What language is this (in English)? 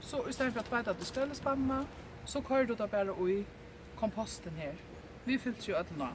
Faroese